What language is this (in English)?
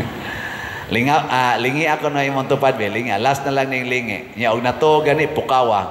Cebuano